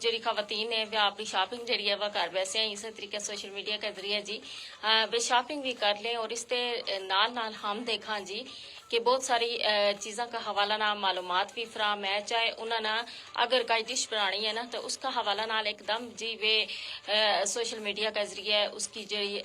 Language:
Gujari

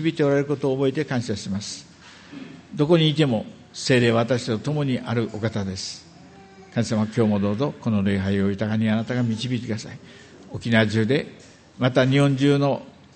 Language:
Japanese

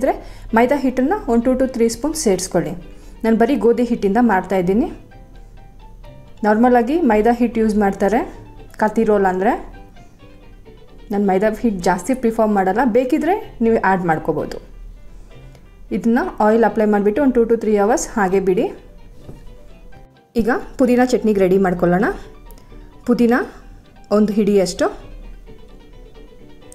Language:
Kannada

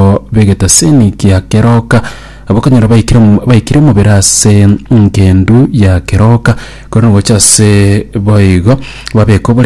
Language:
Gusii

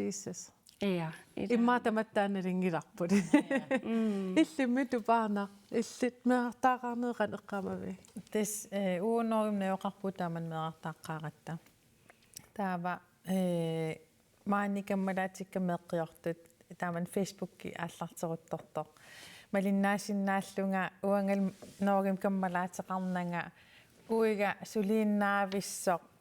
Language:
Kalaallisut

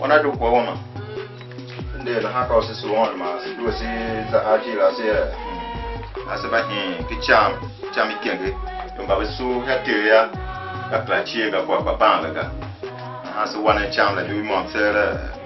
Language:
Tiv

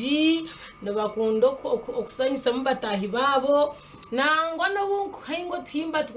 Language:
Nyankole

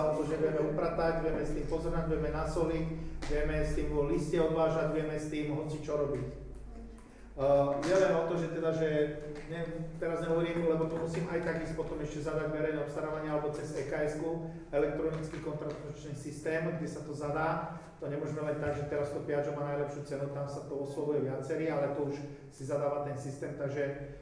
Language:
Slovak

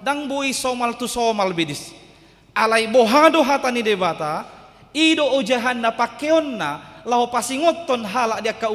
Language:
Batak Toba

